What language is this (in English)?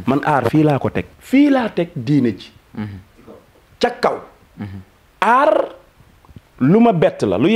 Wolof